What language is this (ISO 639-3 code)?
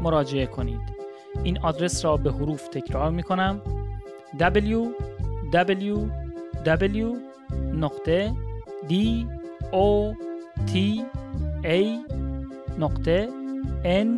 fas